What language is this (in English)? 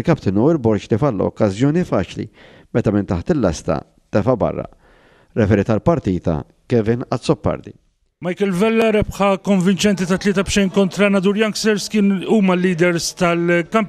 Maltese